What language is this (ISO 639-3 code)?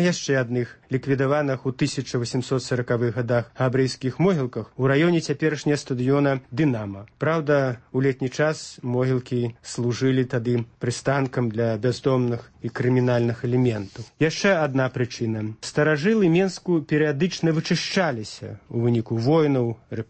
bel